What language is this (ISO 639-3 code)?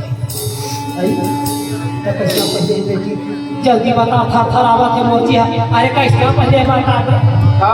hne